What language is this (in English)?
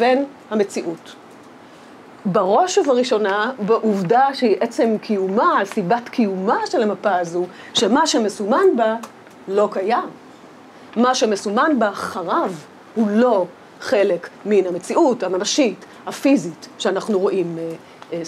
Hebrew